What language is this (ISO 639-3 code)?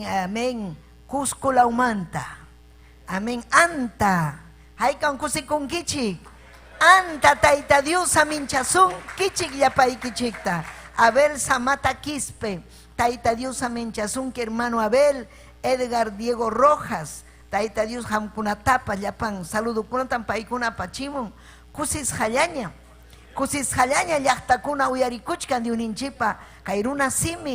quy